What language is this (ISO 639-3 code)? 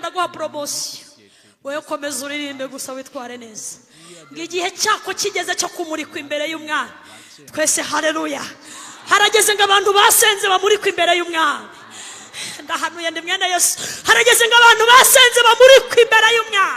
kin